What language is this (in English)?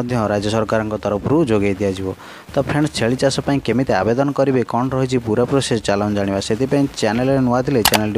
Odia